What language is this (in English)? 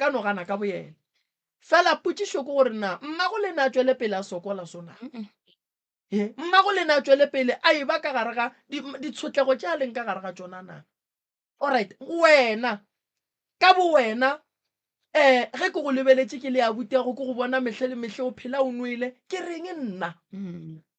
Northern Sotho